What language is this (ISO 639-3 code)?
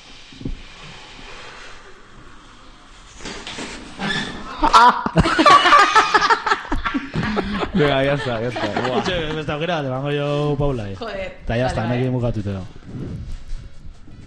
eus